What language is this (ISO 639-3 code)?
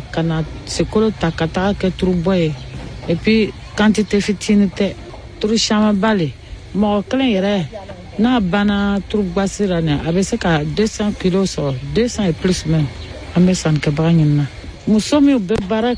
bam